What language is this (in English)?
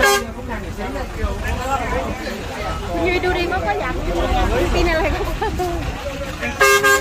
Vietnamese